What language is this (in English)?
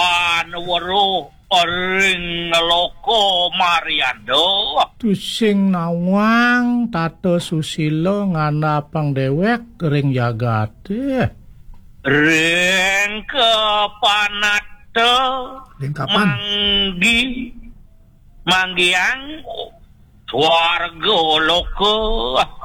Balinese